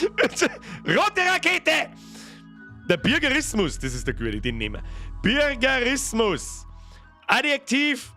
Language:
Bavarian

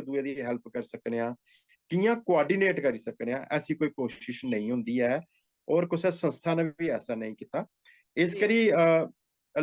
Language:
Dogri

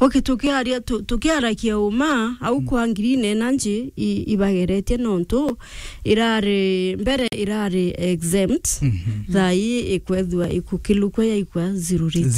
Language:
Meru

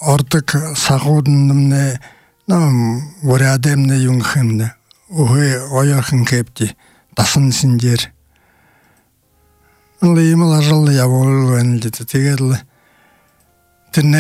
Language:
Buriat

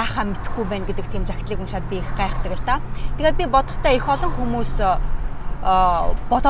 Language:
Mongolian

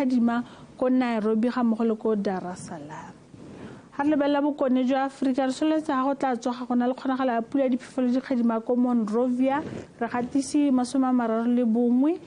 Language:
Tswana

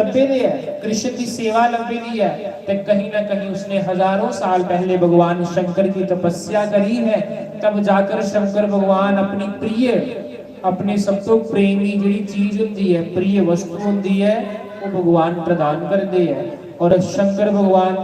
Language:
Dogri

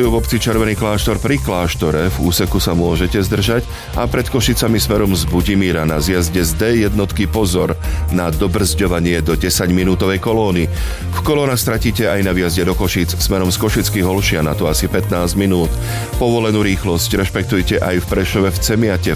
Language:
Slovak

